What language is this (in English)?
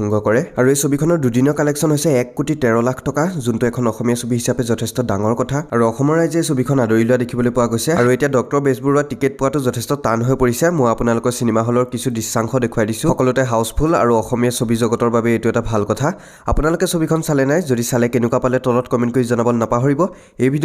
Assamese